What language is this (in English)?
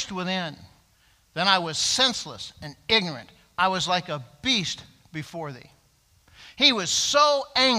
English